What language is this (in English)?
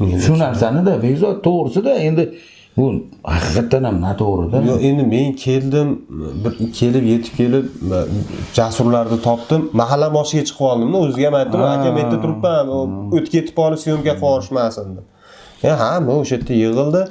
Uzbek